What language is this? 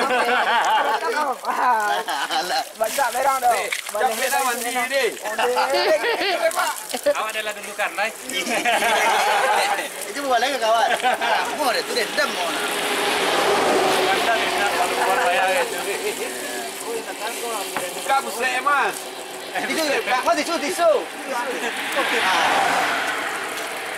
Malay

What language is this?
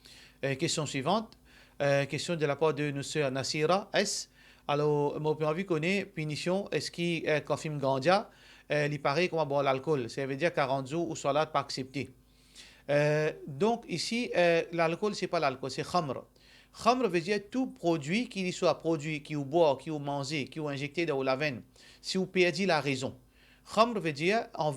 Morisyen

